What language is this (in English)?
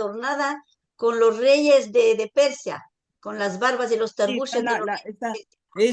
Ladino